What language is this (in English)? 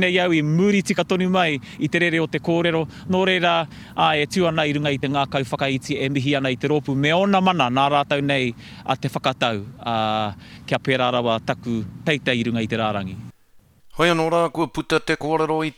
Māori